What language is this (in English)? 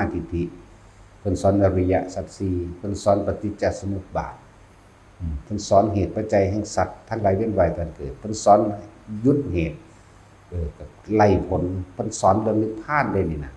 Lao